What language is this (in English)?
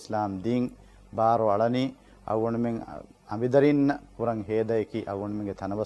Divehi